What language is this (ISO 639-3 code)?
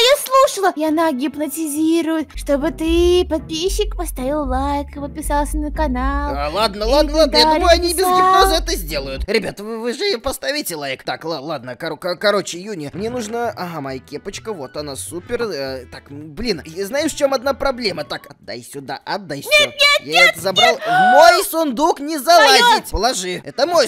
rus